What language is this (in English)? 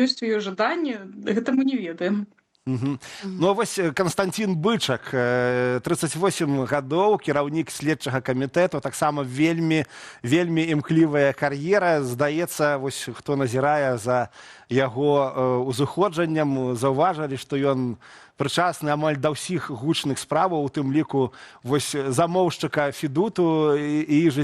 Belarusian